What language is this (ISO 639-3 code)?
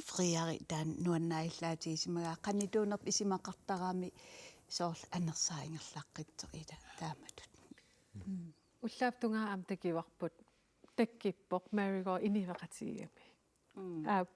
kal